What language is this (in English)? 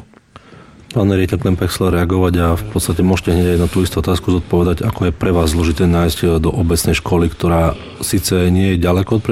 Slovak